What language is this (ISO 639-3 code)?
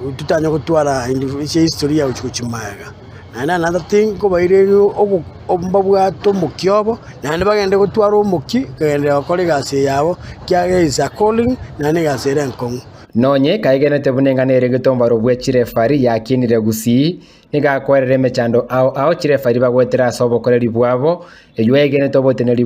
guz